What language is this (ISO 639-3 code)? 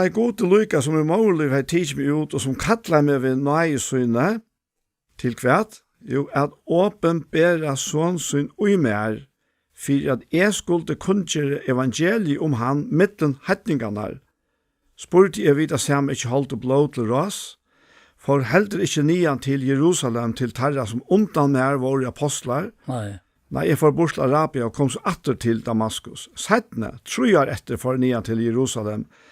fao